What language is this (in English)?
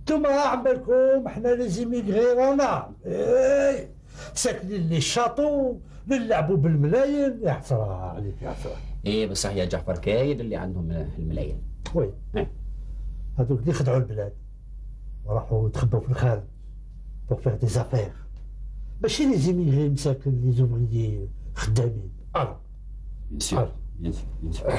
Algerian Arabic